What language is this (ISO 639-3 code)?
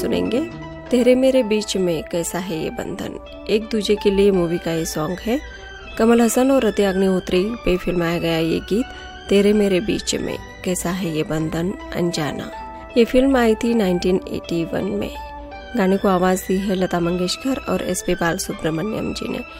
hin